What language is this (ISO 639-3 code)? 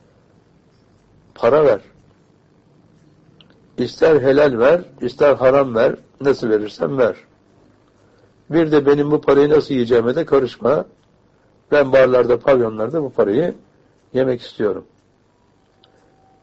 tur